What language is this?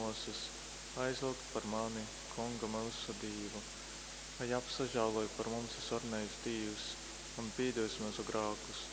Latgalian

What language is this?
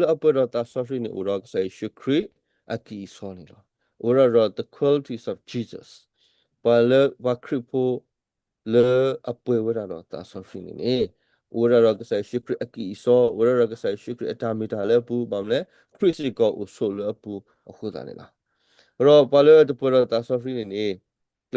S'gaw Karen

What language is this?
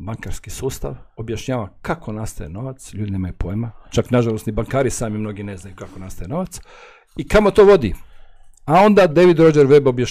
Croatian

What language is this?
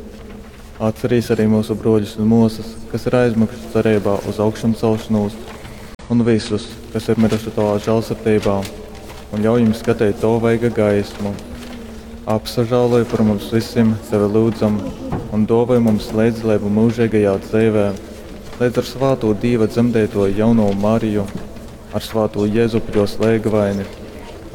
Latgalian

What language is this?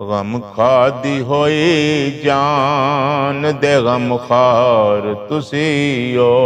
Western Panjabi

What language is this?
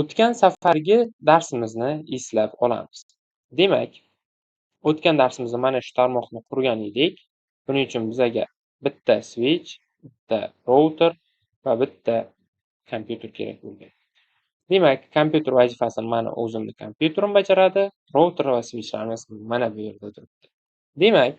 Uzbek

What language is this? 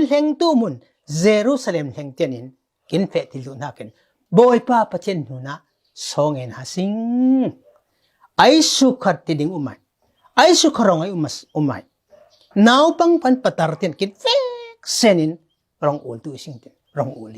Falam Chin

